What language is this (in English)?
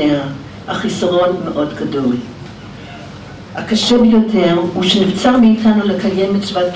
Hebrew